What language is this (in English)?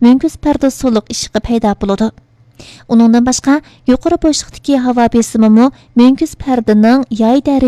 Uyghur